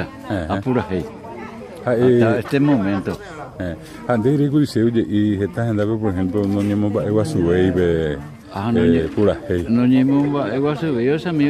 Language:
Guarani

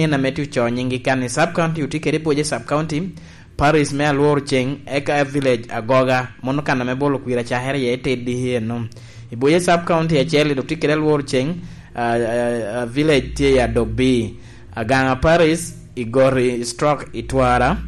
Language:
Lango (Uganda)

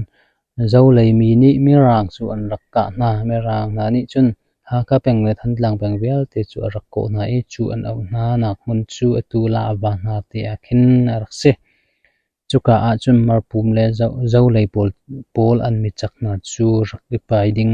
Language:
Hakha Chin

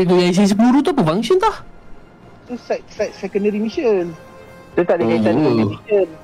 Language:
Malay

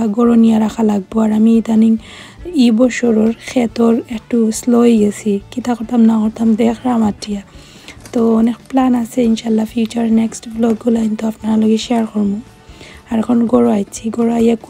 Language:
Sylheti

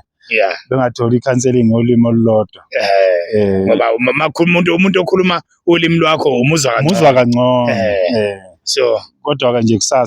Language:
Zulu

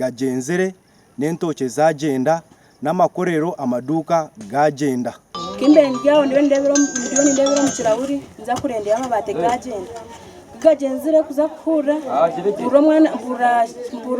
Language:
Nyankole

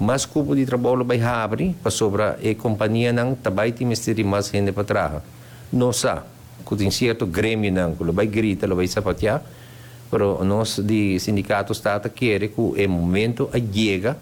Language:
Papiamento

